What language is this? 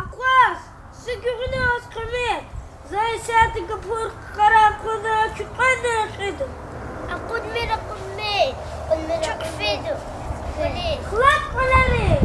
Lezghian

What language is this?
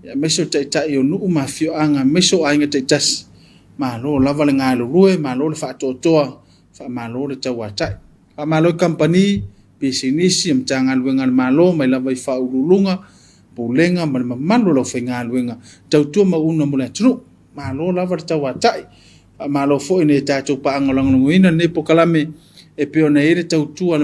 Samoan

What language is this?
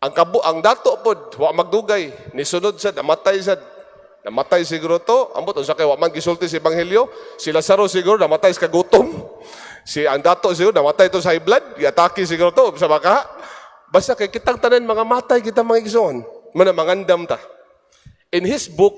Cebuano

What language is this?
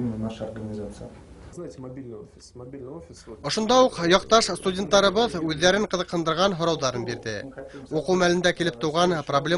Bashkir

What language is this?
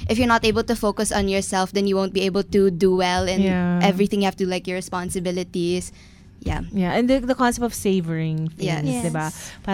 Filipino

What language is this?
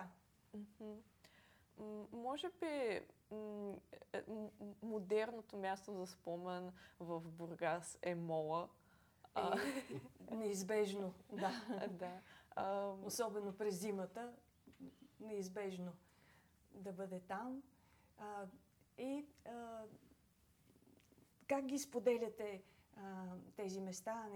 Bulgarian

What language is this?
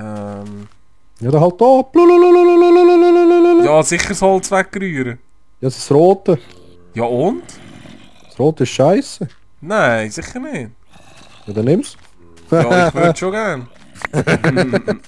Swiss German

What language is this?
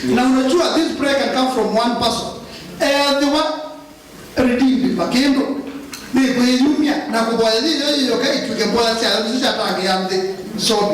Kamba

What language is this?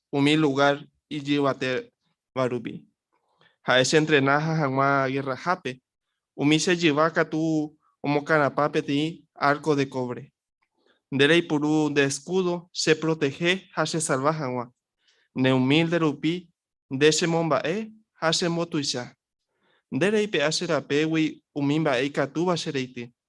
Guarani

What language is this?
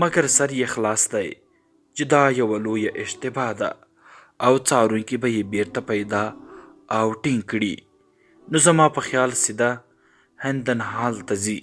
Pashto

